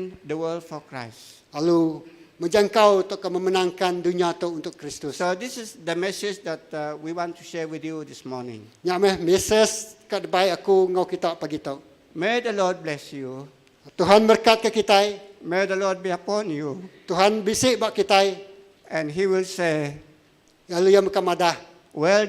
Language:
Iban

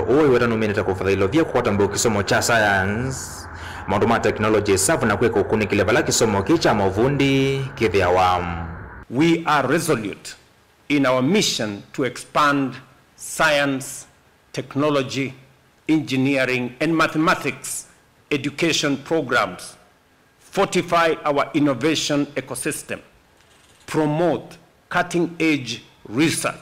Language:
Kamba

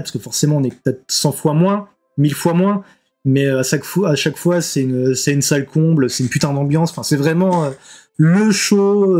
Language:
French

